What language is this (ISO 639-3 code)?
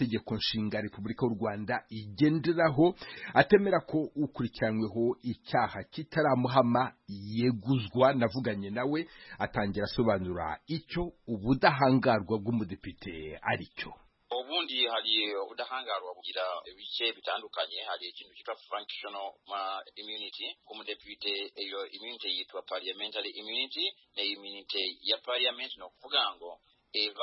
kin